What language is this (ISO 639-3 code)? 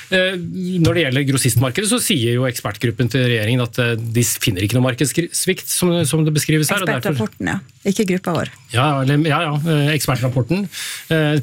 nor